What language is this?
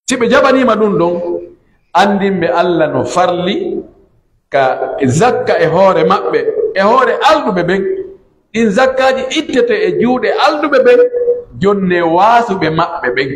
Pular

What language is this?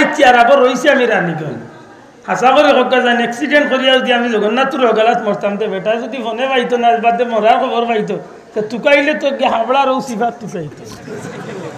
Sylheti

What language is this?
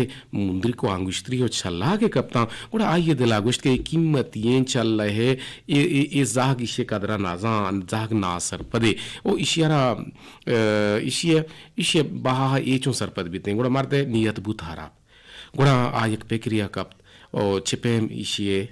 Eastern Balochi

